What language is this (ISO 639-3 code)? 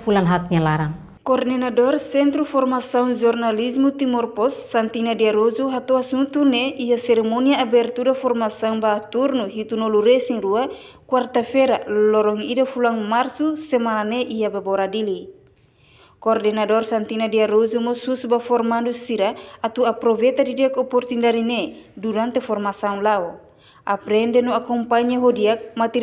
tet